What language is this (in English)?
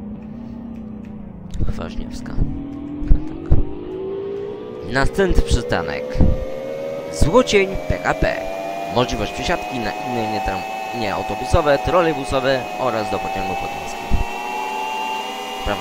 Polish